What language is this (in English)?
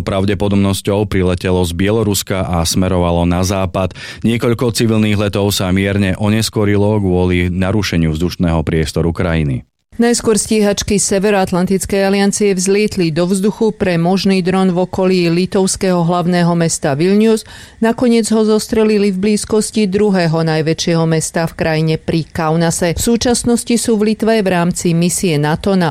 Slovak